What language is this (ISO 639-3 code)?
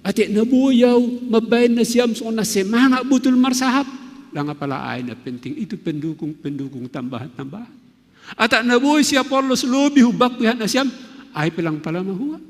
bts